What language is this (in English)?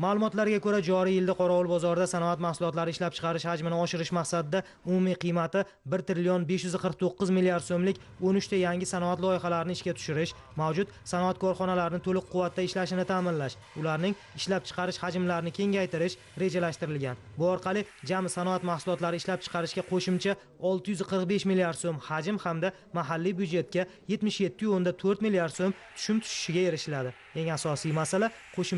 Uzbek